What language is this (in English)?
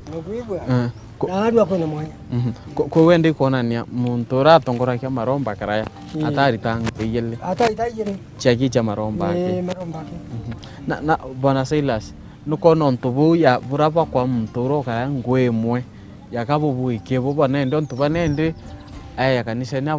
Meru